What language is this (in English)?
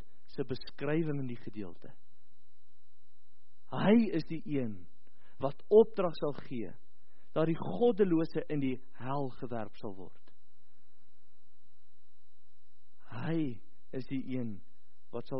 Afrikaans